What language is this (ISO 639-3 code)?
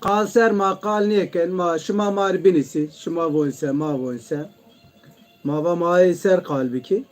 zza